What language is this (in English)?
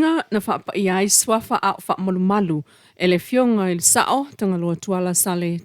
Samoan